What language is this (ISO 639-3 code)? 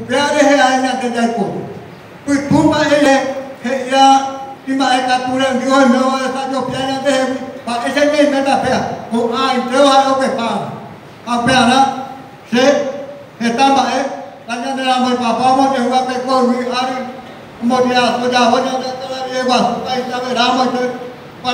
grn